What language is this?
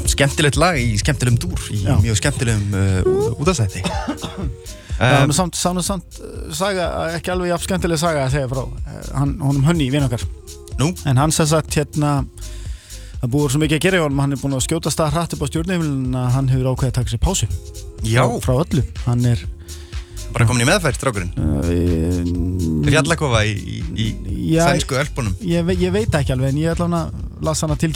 Icelandic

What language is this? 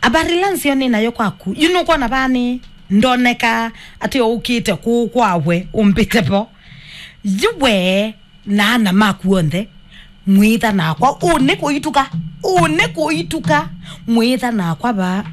Kamba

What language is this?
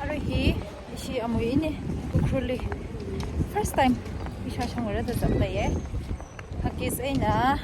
Tangkhul Naga (India)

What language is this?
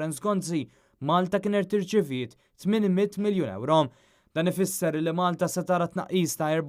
Maltese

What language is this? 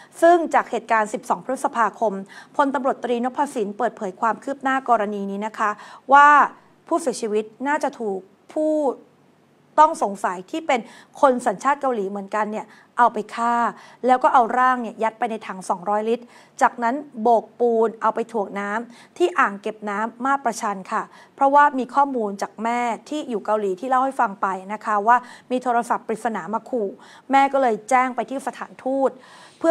Thai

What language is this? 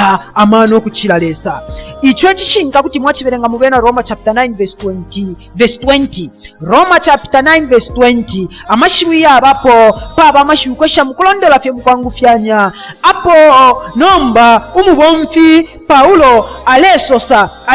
Bemba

